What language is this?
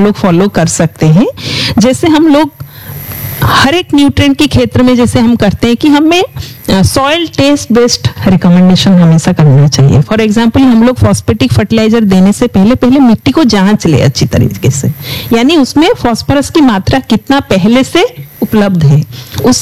Hindi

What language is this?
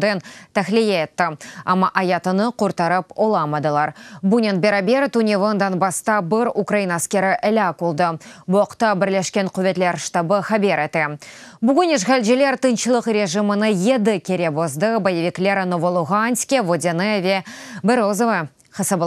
Crimean Tatar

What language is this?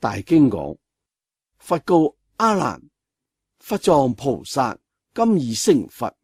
Cantonese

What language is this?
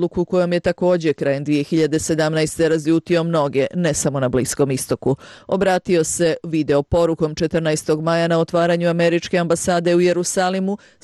Bosnian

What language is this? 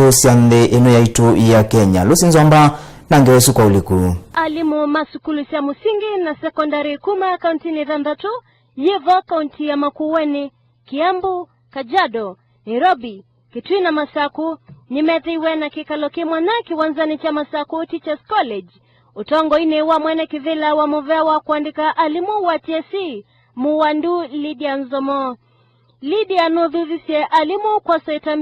Kamba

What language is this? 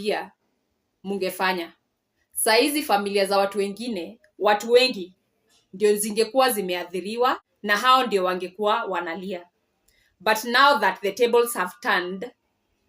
Swahili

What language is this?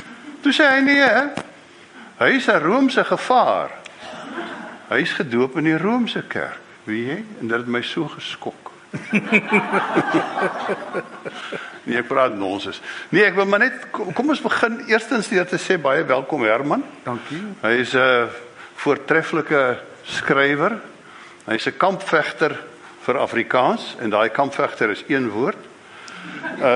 Afrikaans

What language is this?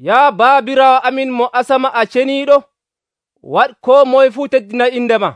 Nigerian Fulfulde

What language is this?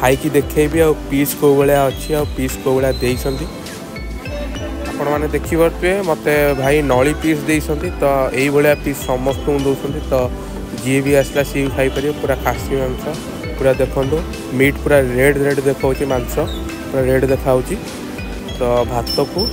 Odia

